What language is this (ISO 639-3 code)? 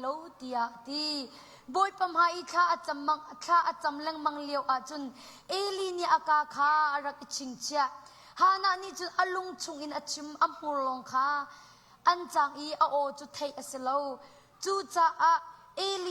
cnh